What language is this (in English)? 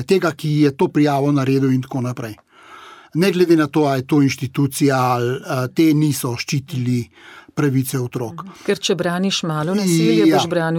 Slovenian